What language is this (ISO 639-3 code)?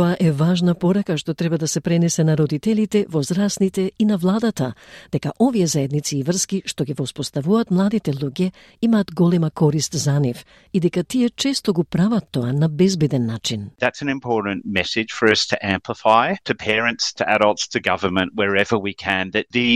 mkd